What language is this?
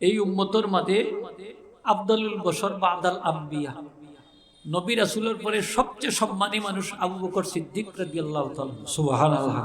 Sylheti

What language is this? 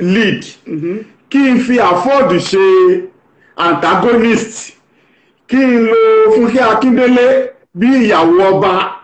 Yoruba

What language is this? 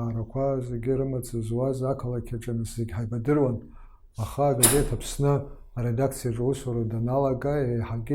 Abkhazian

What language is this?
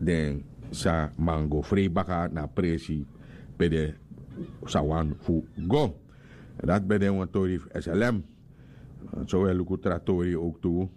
Sranan Tongo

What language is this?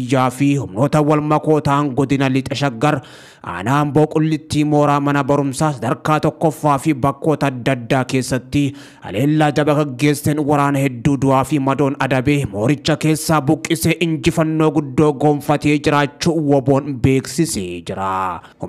Oromo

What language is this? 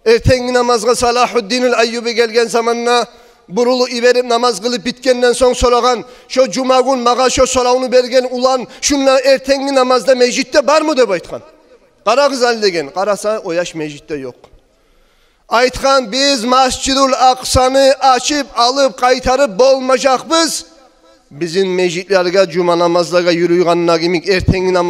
Kumyk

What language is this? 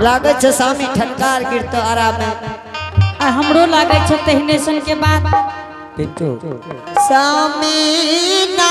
Angika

